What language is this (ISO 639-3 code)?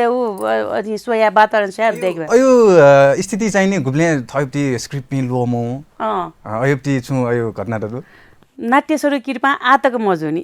new